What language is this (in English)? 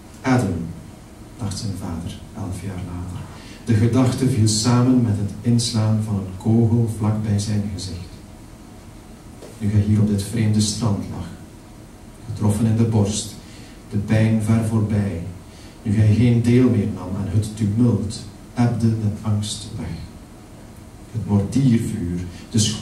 Dutch